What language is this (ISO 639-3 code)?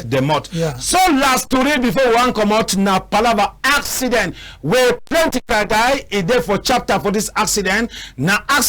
wes